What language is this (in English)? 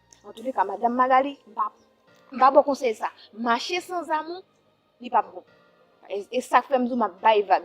Haitian Creole